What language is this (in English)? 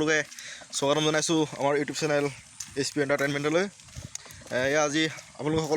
Assamese